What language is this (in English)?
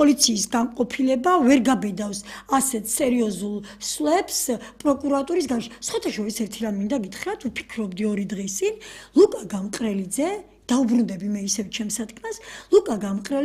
Georgian